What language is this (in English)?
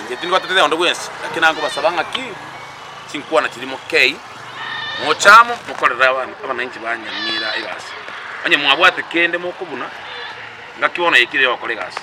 Gusii